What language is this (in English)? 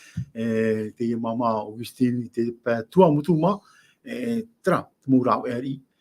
Tahitian